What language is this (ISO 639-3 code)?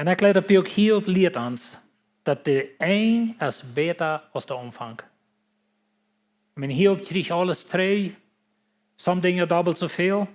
pdt